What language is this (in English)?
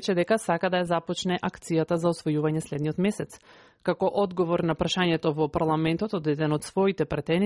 Macedonian